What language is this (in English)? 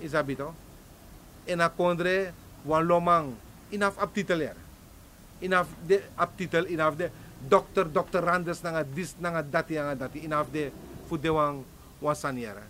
Sranan Tongo